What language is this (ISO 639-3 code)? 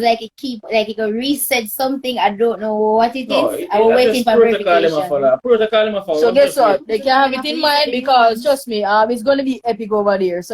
jam